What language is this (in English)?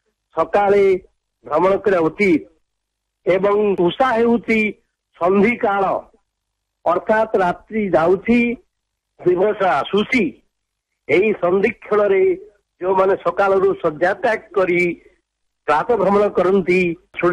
Odia